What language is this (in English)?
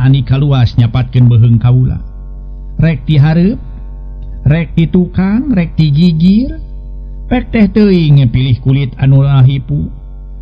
Sundanese